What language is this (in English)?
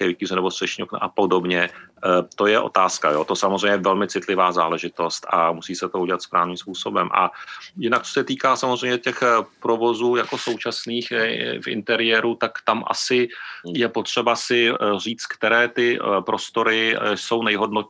Czech